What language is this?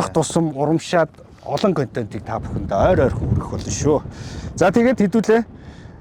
Mongolian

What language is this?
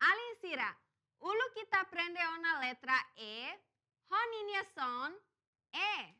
Tetum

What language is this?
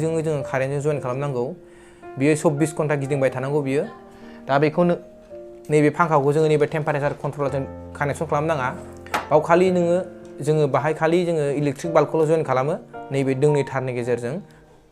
Bodo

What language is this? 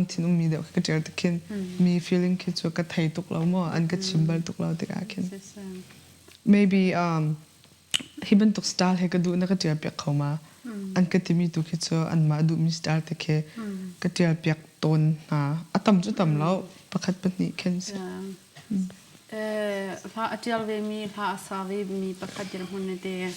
Hakha Chin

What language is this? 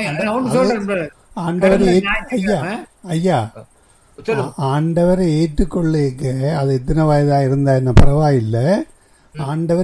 Tamil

